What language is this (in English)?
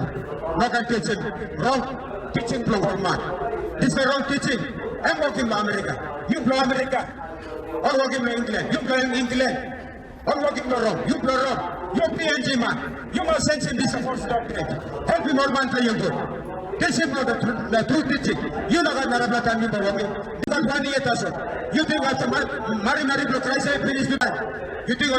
Tok Pisin